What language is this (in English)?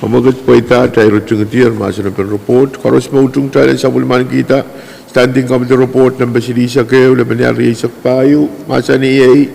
Pohnpeian